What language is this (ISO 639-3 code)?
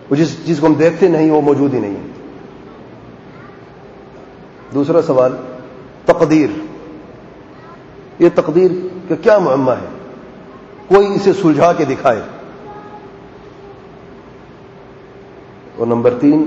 urd